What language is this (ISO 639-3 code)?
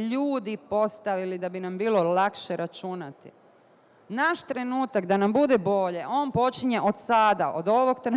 bos